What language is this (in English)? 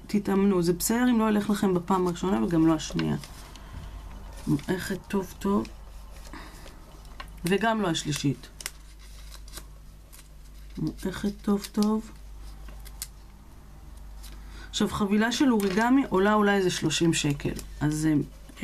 Hebrew